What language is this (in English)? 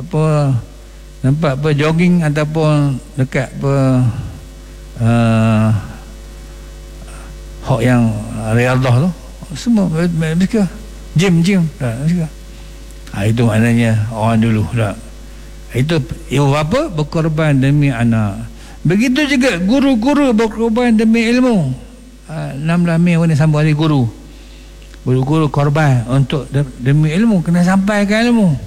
Malay